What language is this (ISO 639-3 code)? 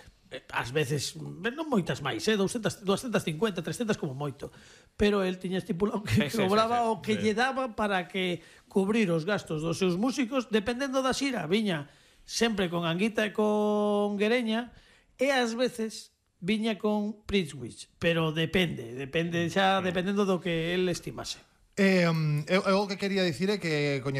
glg